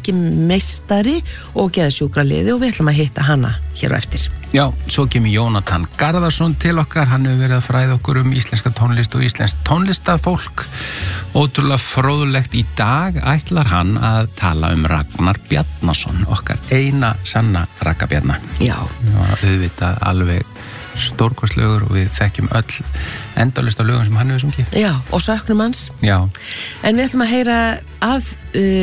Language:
Icelandic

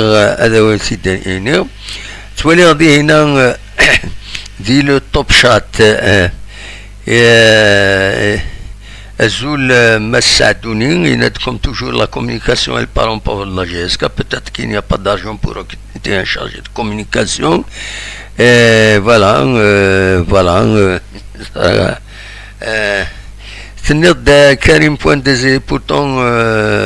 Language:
Kabyle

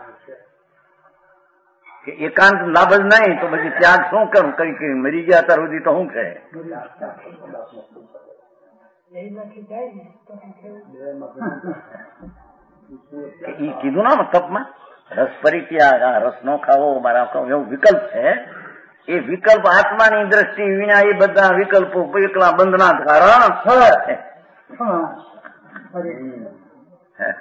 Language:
Gujarati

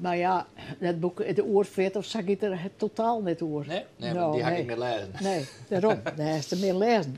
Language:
Western Frisian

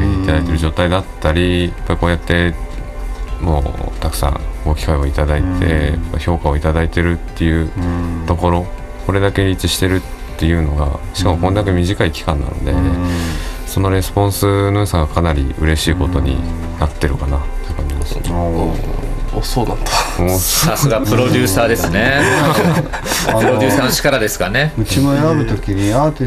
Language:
Japanese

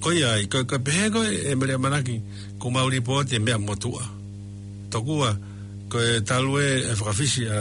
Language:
Tongan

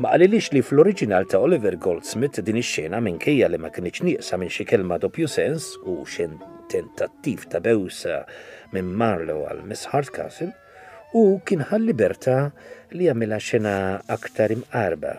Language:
Maltese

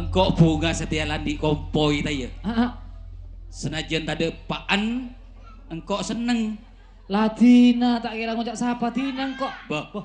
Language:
Madurese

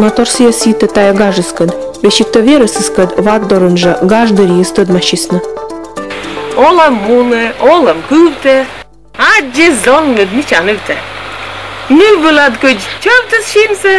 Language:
Komi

